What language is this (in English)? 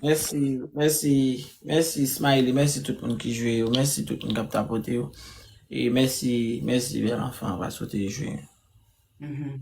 Haitian Creole